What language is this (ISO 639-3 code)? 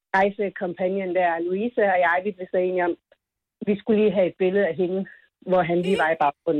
dan